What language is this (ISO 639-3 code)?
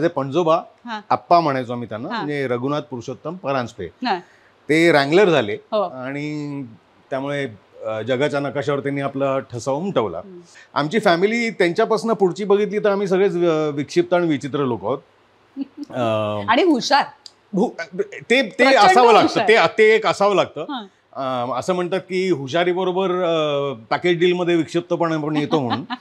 mar